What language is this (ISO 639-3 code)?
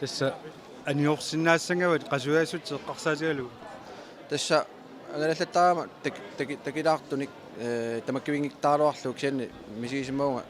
kal